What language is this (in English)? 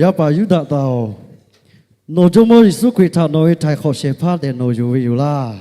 Lahu